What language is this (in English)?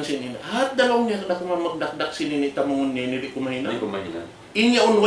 Tausug